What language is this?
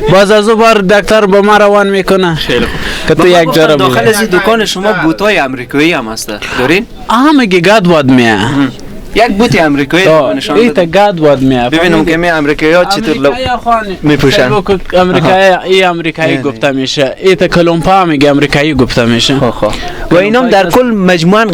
Persian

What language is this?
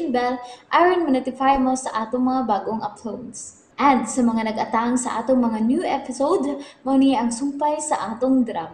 Cebuano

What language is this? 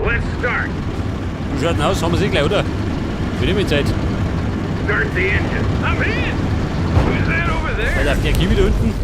Bavarian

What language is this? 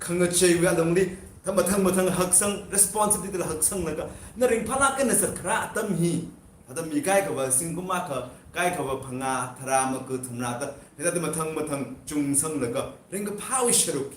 Tangkhul Naga (India)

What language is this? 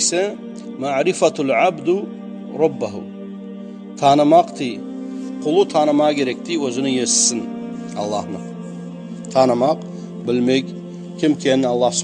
Kumyk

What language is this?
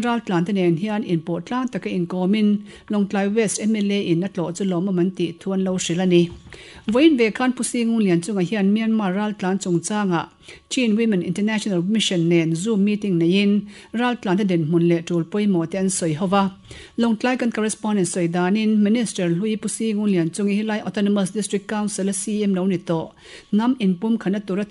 Mizo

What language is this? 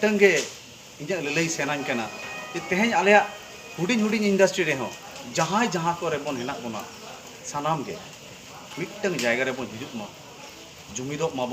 Santali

